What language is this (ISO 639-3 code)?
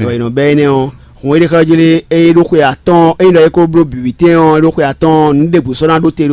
fon